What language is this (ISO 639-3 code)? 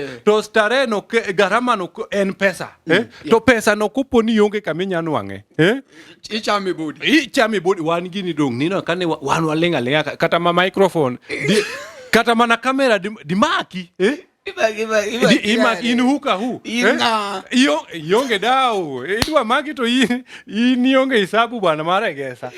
luo